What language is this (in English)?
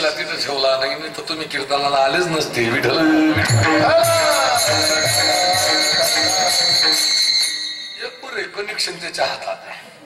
Marathi